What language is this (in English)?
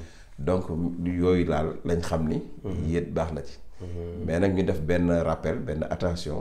Wolof